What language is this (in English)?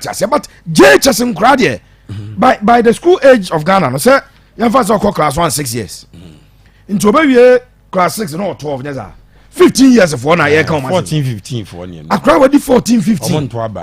Akan